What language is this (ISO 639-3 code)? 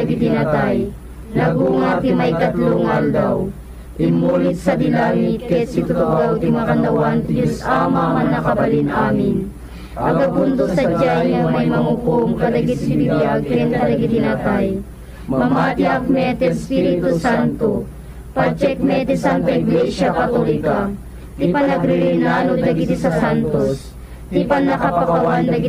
ilo